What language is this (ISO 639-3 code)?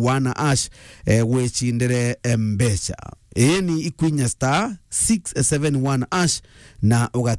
mer